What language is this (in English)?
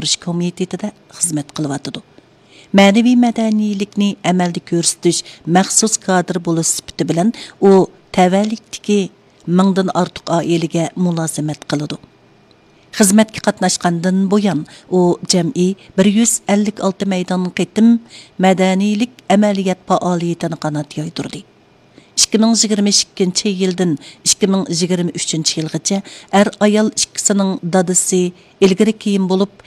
Uyghur